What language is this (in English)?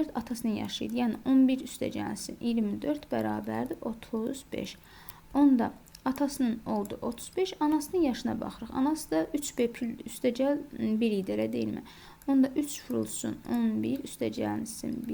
Azerbaijani